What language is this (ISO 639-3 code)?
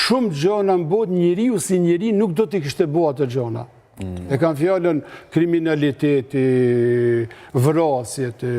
sqi